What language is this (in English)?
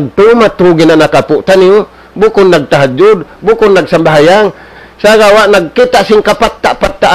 Tausug